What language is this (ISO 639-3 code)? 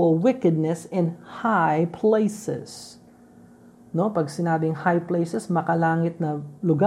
fil